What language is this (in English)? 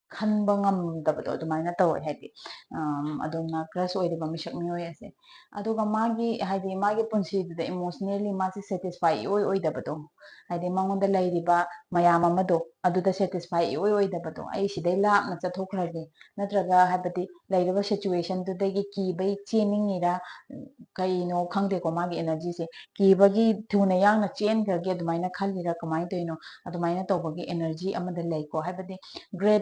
Manipuri